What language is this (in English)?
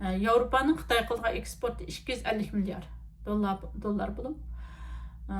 Uyghur